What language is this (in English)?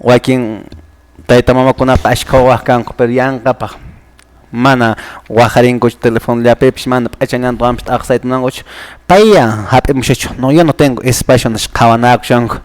Quechua